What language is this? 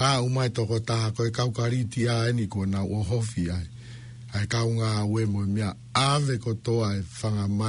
Tongan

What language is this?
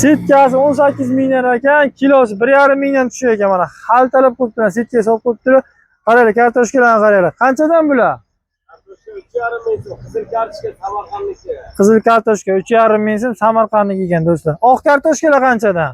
Uzbek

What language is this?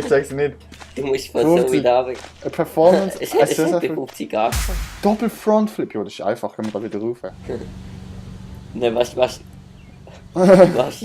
Swiss German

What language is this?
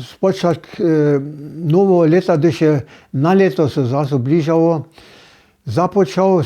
Upper Sorbian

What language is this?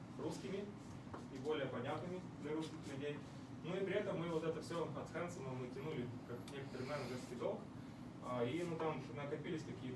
Russian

